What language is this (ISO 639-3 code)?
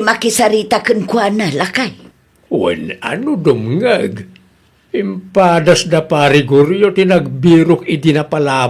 ilo